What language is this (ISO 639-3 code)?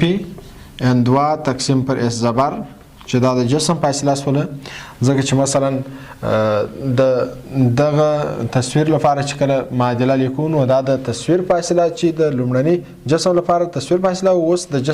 pus